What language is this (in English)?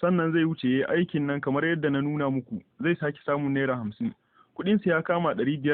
Hausa